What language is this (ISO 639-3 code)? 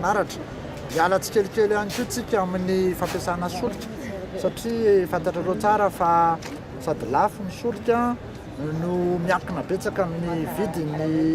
mlg